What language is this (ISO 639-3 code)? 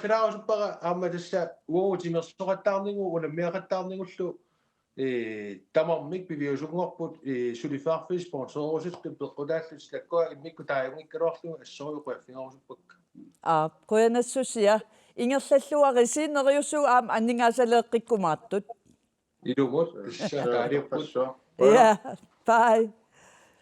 kal